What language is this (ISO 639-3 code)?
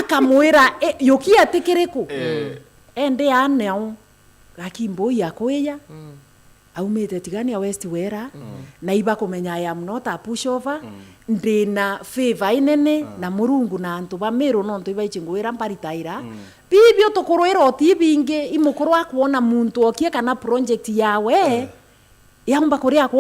mer